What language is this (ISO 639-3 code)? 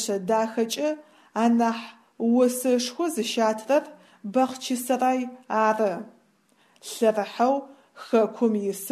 ady